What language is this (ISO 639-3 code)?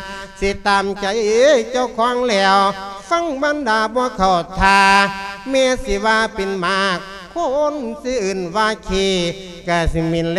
lao